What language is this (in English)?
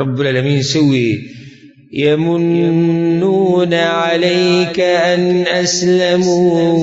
Pashto